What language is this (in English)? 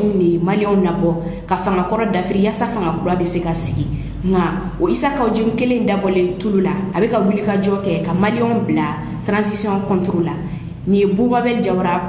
Bambara